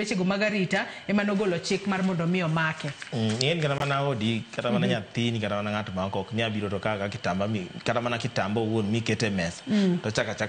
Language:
Luo (Kenya and Tanzania)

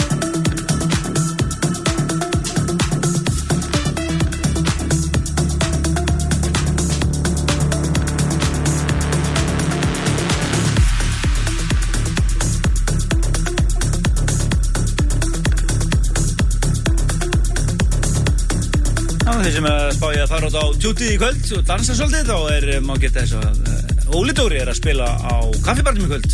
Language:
Icelandic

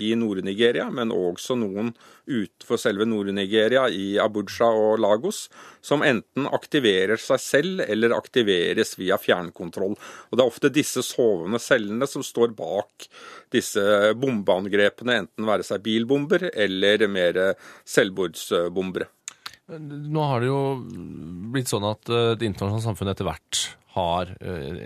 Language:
Norwegian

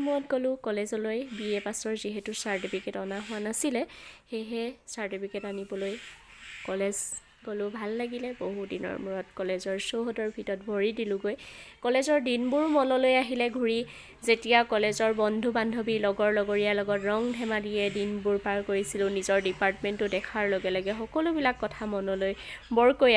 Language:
Assamese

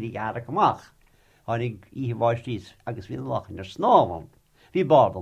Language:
Irish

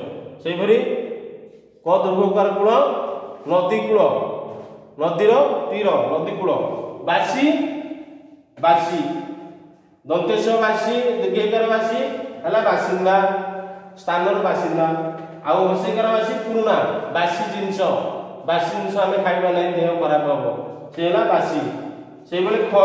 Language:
Odia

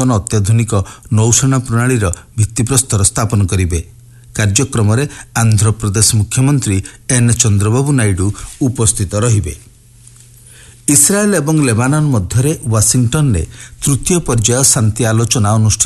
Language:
Odia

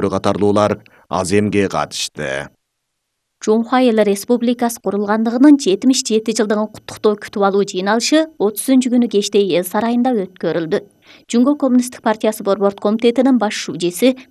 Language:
Kyrgyz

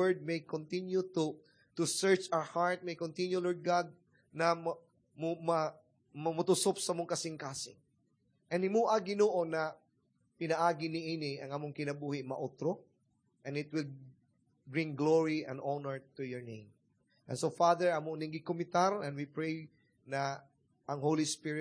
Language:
Cebuano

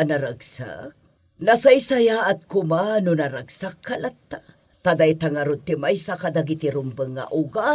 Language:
Iloko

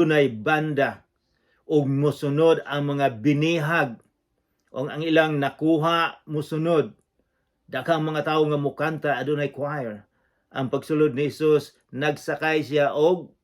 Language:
Cebuano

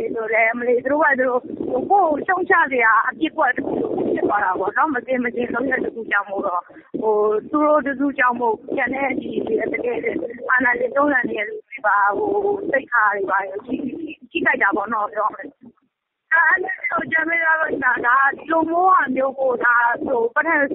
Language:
Burmese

